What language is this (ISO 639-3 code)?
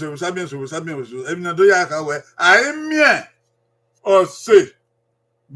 bin